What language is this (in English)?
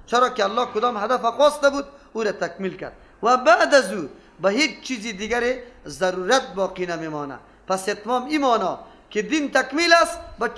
Persian